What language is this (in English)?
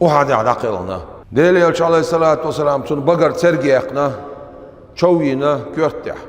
Chechen